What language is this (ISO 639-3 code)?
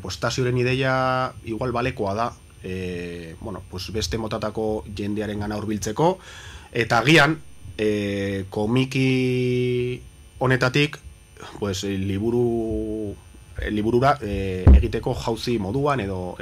eus